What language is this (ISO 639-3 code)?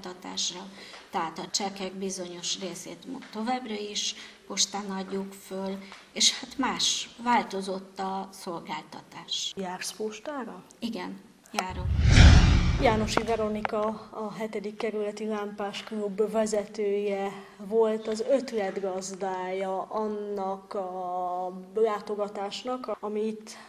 hun